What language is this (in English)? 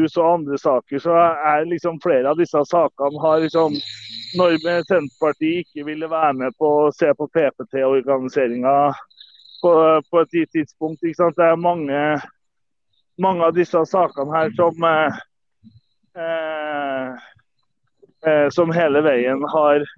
Norwegian